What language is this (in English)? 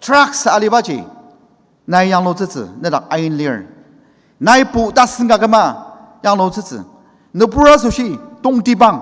Ao Naga